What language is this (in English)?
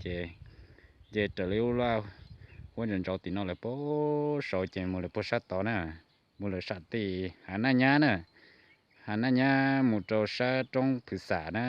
Hmong